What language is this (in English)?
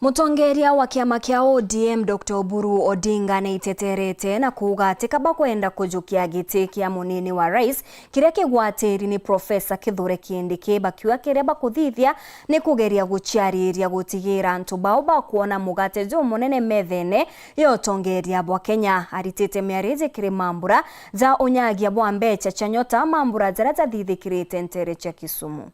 Meru